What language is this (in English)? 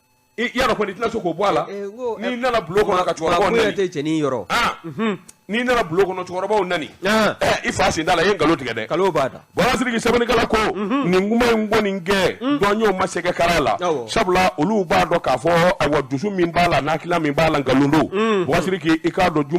Bambara